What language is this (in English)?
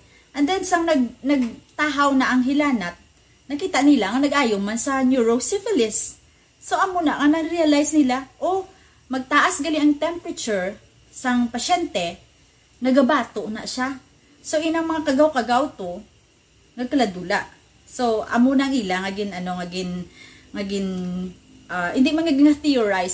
Hiligaynon